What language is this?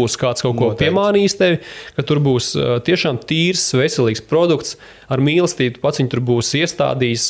Latvian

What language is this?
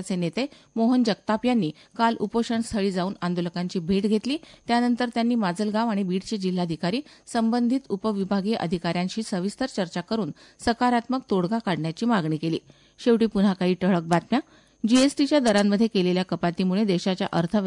Marathi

